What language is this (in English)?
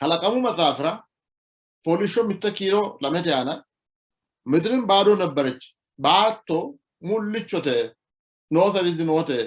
Sidamo